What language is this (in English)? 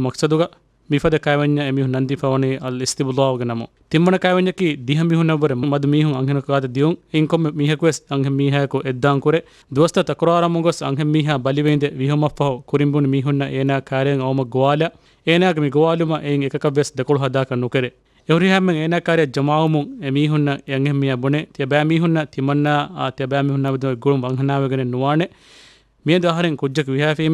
Divehi